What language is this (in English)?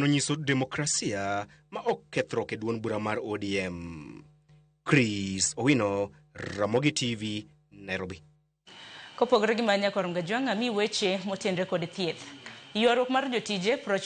Luo (Kenya and Tanzania)